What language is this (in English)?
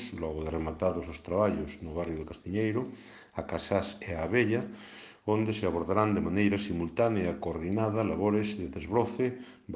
Galician